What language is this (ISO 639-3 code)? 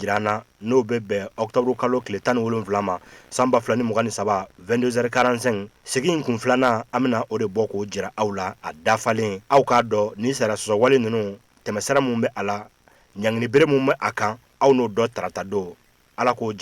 bam